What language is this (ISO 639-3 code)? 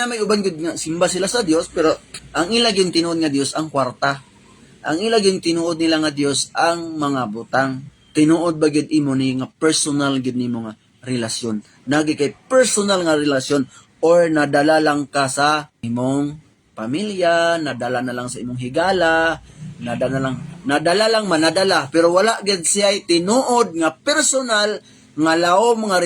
ceb